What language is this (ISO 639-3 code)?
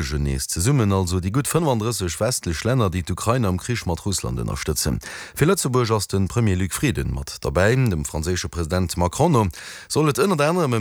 ltz